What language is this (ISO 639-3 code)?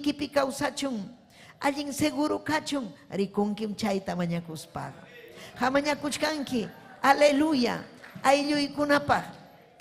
quy